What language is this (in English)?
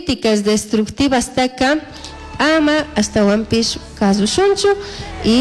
Chimborazo Highland Quichua